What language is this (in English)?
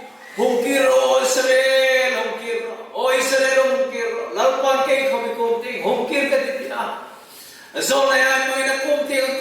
Hmar